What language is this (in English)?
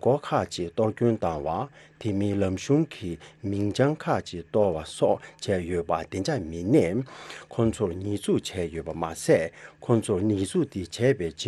Tibetan